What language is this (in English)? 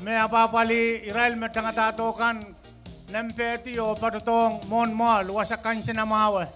Pohnpeian